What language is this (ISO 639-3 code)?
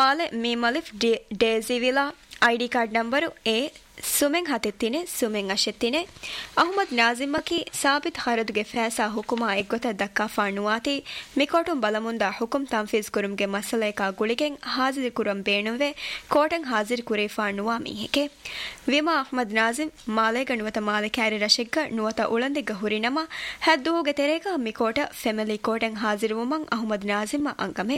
div